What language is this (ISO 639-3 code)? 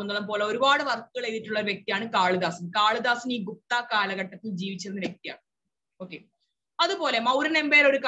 mal